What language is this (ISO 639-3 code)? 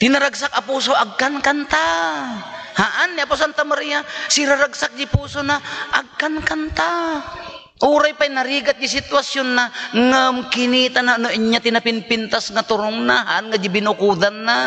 ilo